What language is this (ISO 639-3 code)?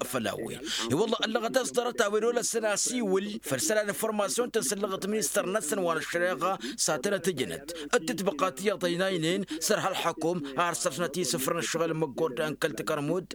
taq